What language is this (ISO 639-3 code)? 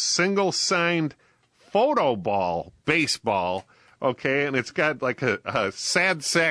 eng